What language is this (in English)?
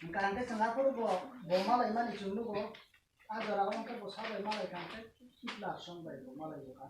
Kok Borok